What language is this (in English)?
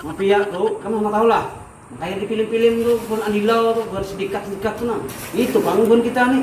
Banjar